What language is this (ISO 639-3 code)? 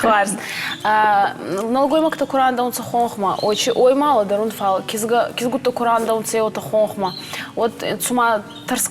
oss